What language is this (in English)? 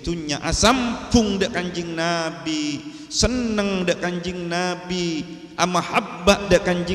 Madurese